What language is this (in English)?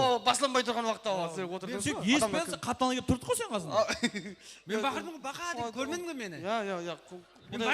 Kara-Kalpak